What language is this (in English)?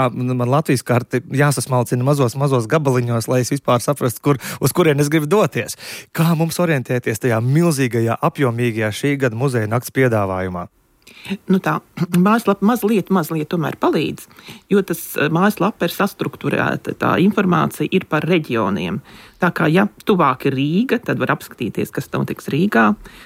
Latvian